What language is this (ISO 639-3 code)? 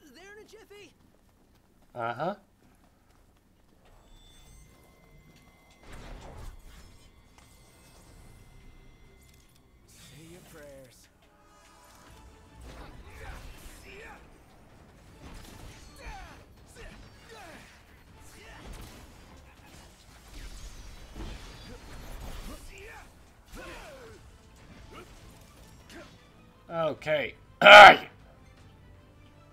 eng